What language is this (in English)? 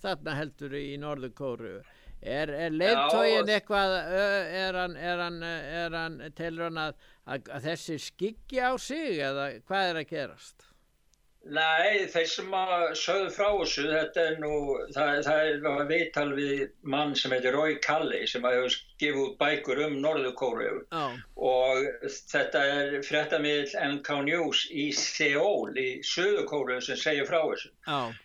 Icelandic